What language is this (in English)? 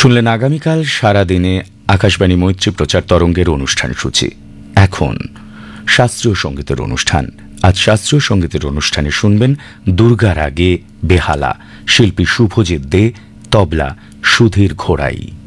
Bangla